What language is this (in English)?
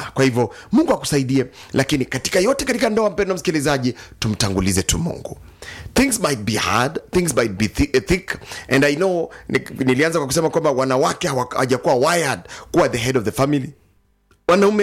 Swahili